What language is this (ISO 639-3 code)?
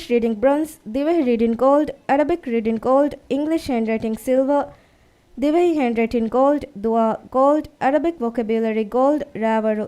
div